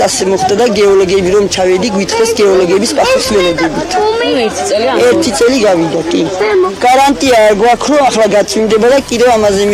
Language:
Georgian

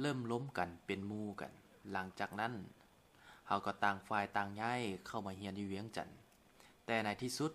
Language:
Lao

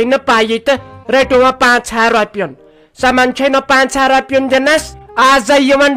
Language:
Kashmiri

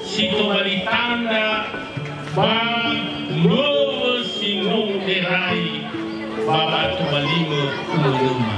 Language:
Nias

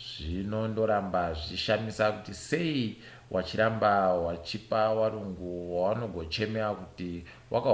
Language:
Ndau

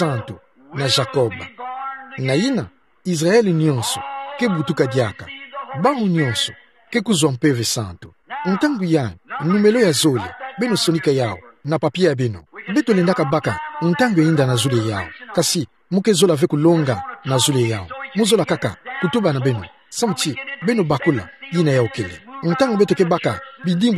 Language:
Kituba (Democratic Republic of Congo)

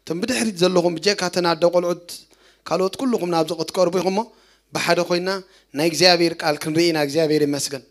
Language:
Tigrinya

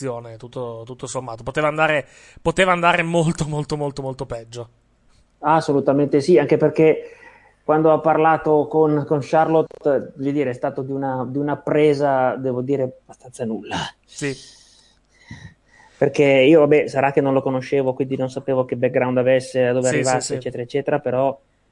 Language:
Italian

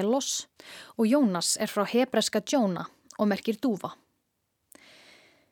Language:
Icelandic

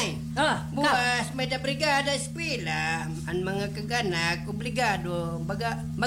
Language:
Waray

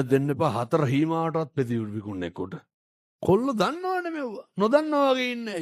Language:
Sinhala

